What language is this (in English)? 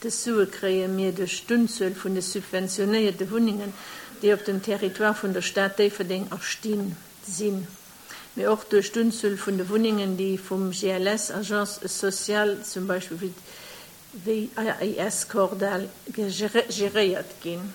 Luxembourgish